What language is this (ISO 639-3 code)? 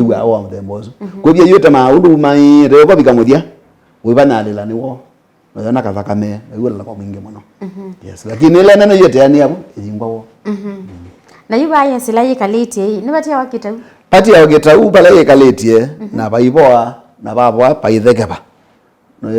kam